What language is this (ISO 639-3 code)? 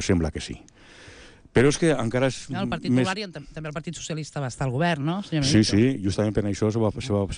cat